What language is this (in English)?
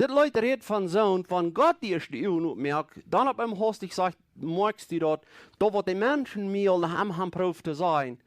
Plautdietsch